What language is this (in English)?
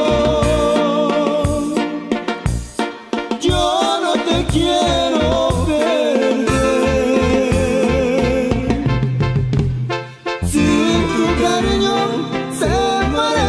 Spanish